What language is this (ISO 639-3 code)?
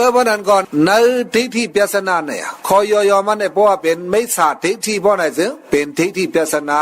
shn